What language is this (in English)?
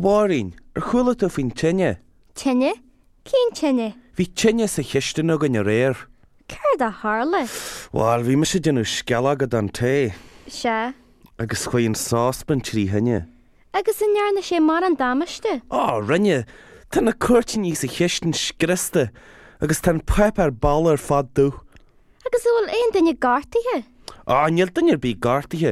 Irish